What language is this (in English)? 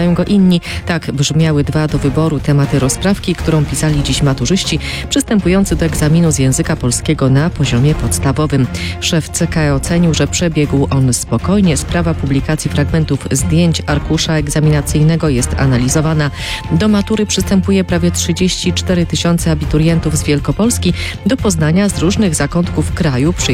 Polish